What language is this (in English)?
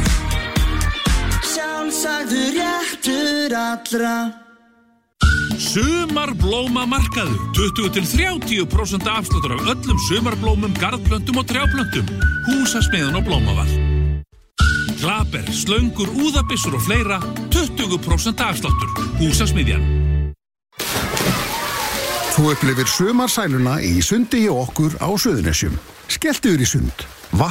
Icelandic